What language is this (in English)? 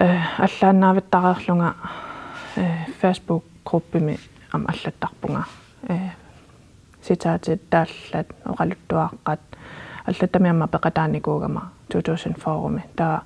Kalaallisut